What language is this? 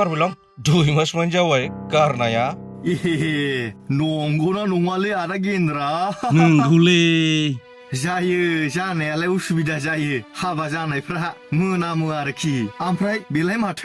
Bodo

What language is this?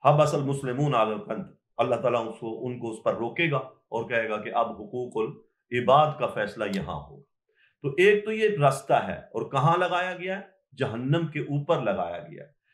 Urdu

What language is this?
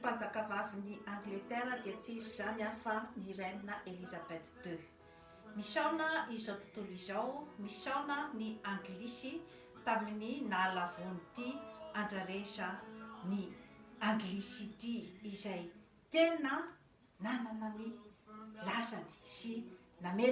Malagasy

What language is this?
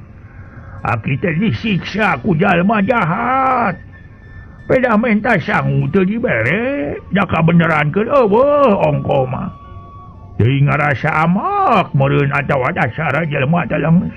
Sundanese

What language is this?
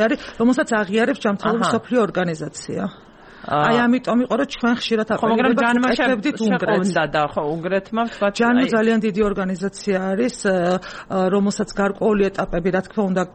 Georgian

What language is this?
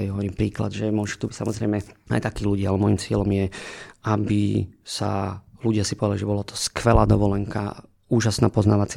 Slovak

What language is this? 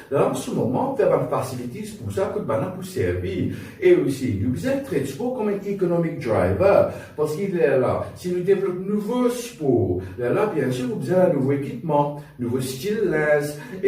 Morisyen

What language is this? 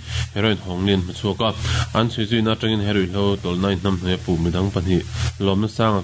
Mizo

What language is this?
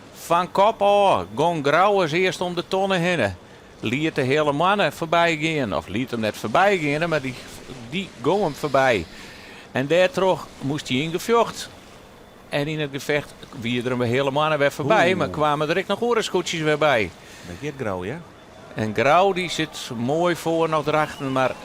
Western Frisian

